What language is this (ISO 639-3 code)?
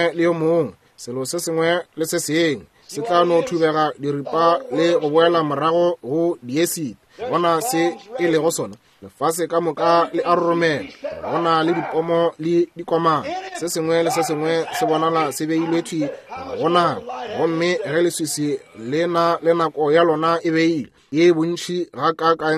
nso